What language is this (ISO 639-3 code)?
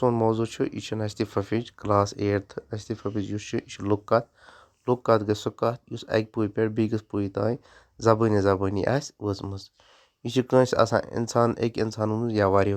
kas